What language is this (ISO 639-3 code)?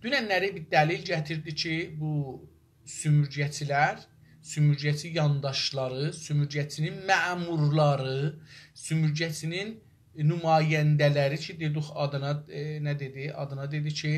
azb